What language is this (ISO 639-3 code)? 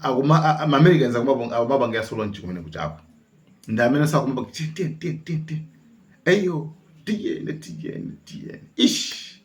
nya